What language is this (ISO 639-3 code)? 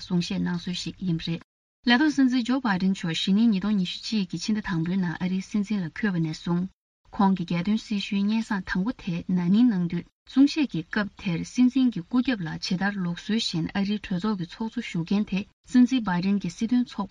bod